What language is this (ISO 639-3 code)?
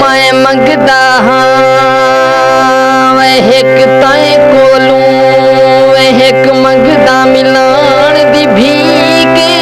skr